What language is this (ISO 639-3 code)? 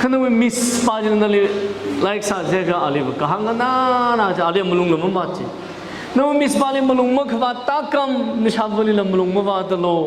nmf